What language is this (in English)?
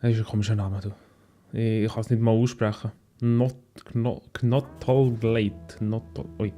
Swiss German